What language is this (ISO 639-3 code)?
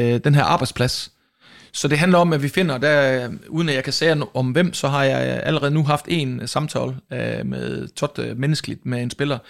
dan